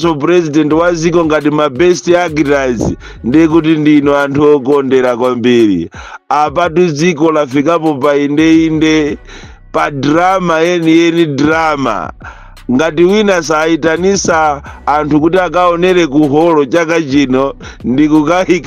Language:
Nyanja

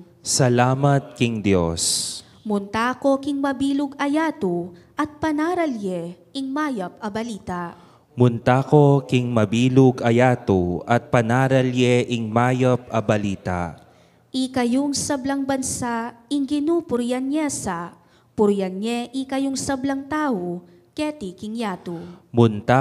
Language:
Pampanga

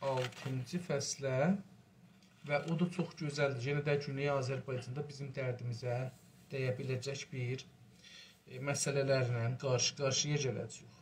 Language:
South Azerbaijani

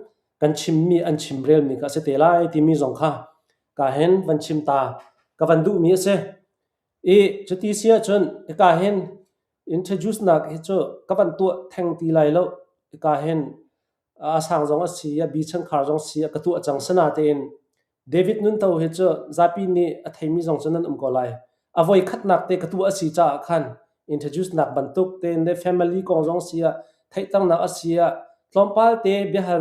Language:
Hakha Chin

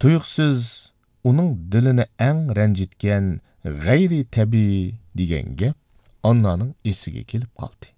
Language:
Uyghur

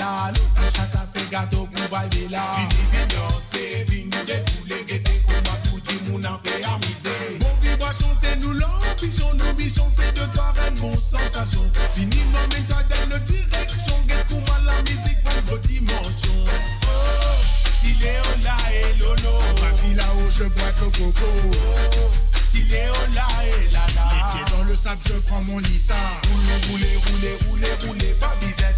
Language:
Morisyen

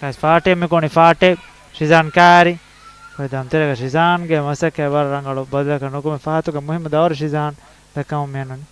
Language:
Divehi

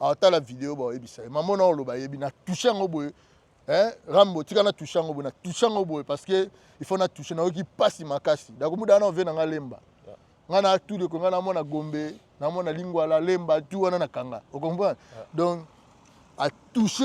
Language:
Lingala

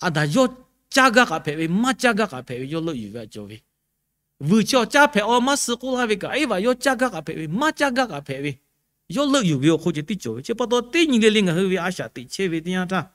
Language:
Lahu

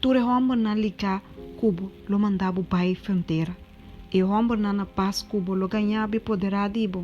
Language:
Papiamento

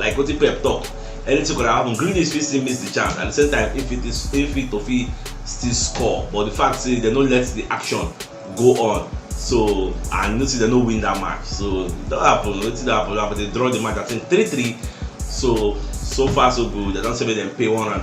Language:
Nigerian Pidgin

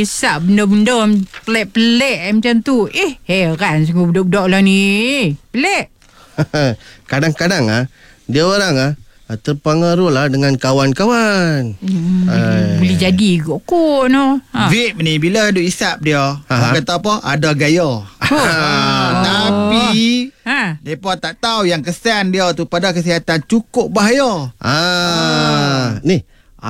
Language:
Malay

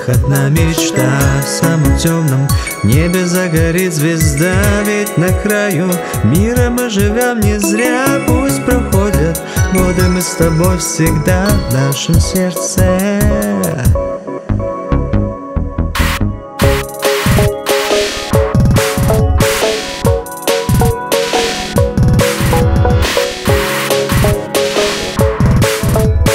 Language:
Russian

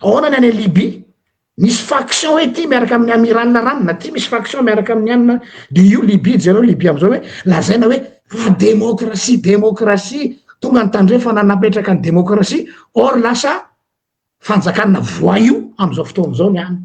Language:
Malagasy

